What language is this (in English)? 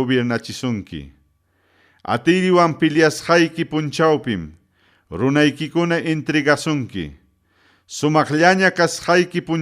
Ayacucho Quechua